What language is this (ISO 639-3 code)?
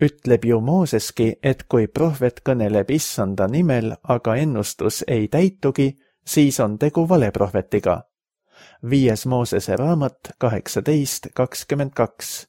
est